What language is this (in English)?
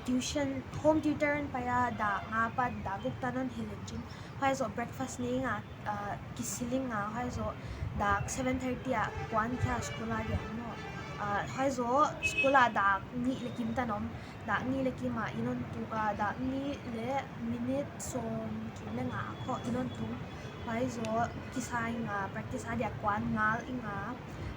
Paite Chin